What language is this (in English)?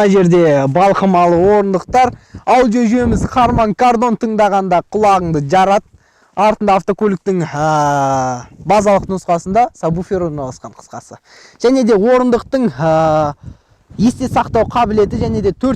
Kazakh